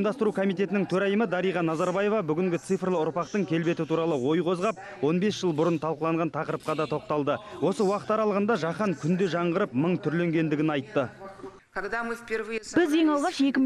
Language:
Kazakh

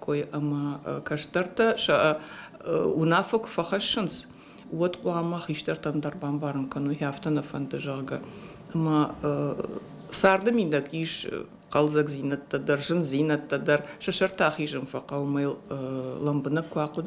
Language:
Ossetic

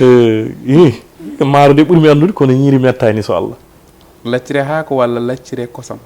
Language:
Fula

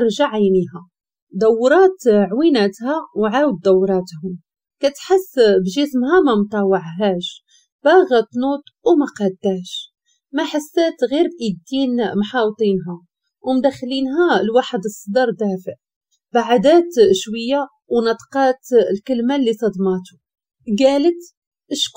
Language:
Moroccan Arabic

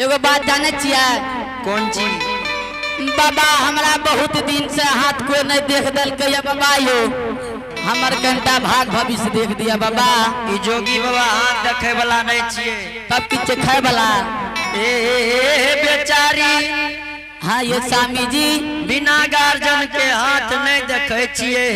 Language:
Angika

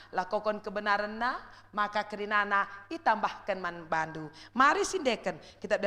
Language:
Batak Karo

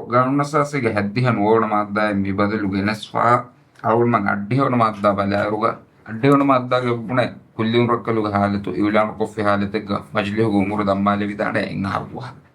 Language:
Divehi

